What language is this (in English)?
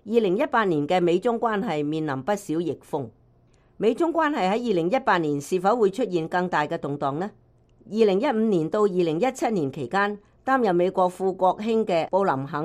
Cantonese